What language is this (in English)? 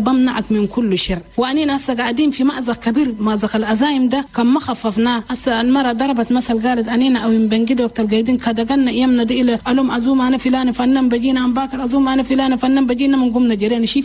Chadian Arabic